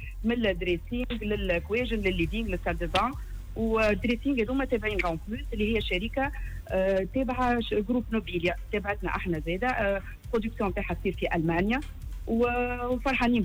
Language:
Tunisian Arabic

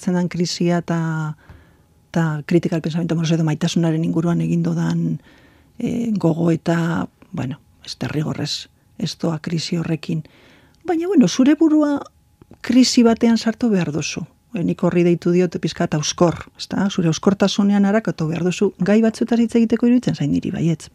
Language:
Basque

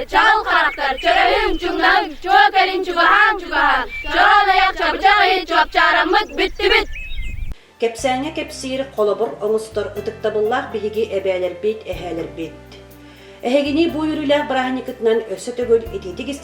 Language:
Yakut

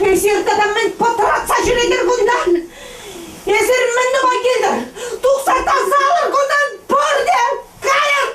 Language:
Chuvash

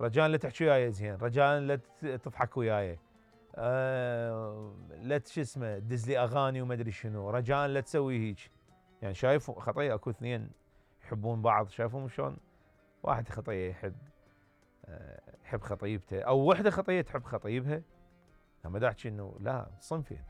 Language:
Mesopotamian Arabic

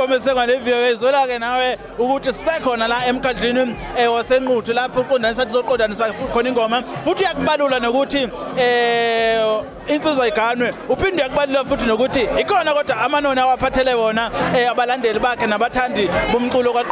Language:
Zulu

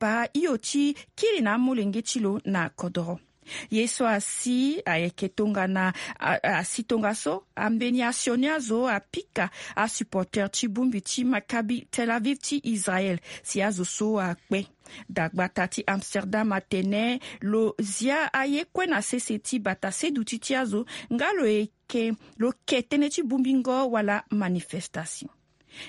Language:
Sango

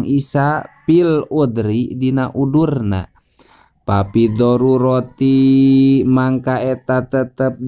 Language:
Sundanese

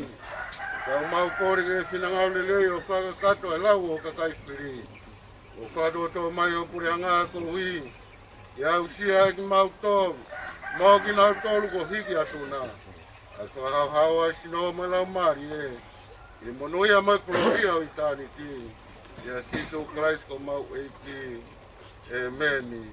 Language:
Tongan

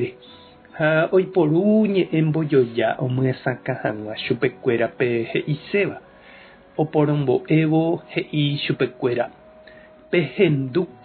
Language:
Guarani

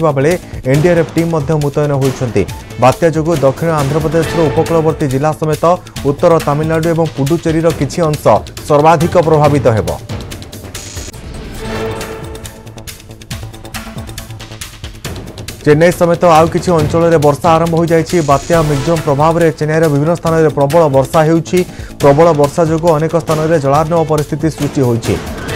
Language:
Odia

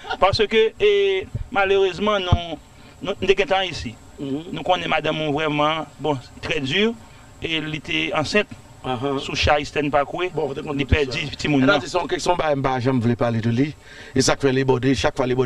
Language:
Haitian Creole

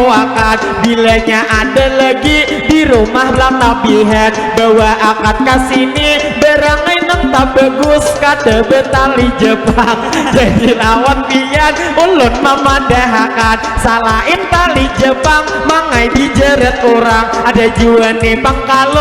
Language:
Banjar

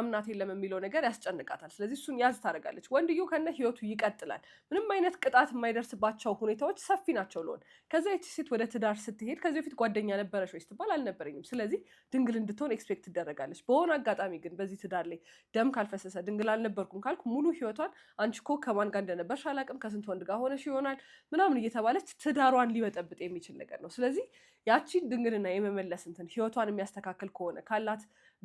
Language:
Amharic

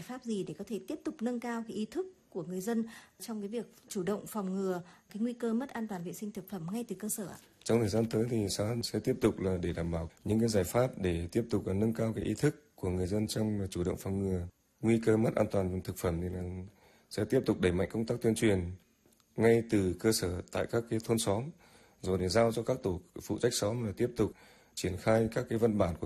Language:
Vietnamese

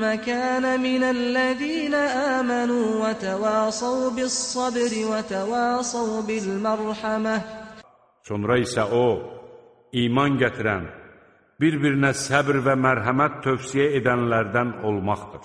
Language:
Azerbaijani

